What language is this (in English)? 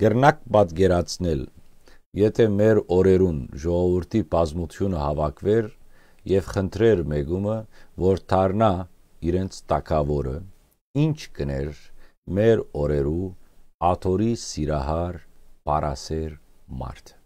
Western Armenian